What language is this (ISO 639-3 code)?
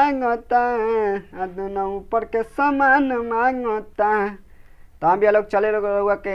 bho